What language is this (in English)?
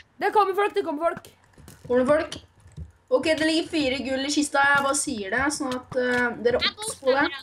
Norwegian